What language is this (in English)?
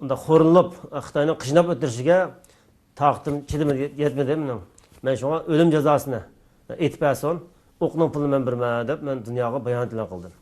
Uyghur